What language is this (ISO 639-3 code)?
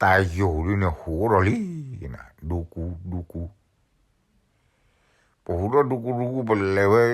ksw